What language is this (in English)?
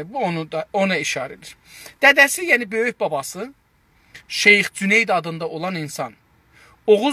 South Azerbaijani